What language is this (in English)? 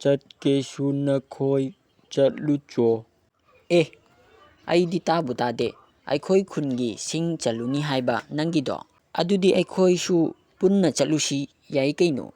Manipuri